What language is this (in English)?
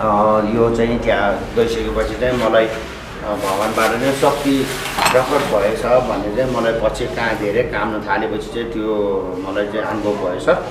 Nepali